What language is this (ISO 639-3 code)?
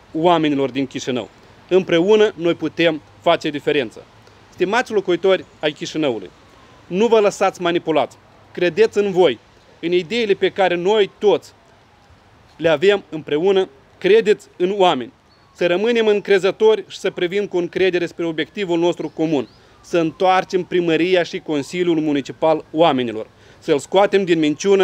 ron